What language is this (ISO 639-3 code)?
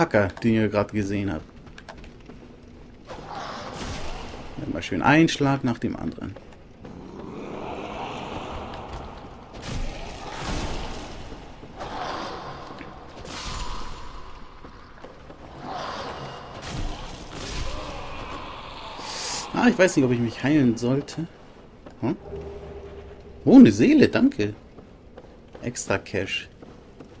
deu